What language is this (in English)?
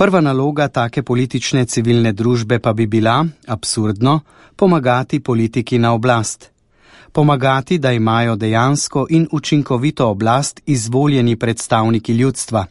Slovenian